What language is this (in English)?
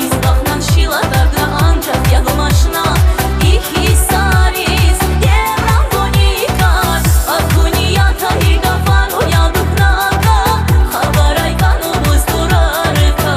Tabassaran